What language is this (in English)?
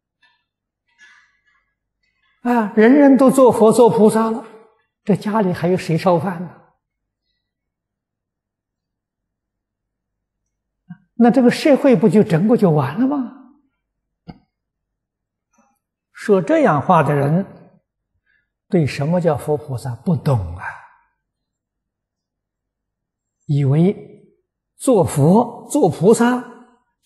Chinese